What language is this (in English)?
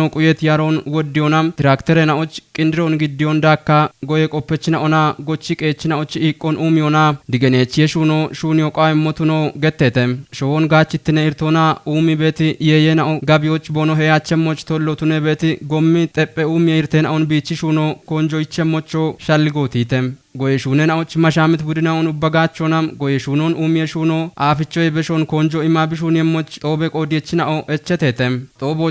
Kafa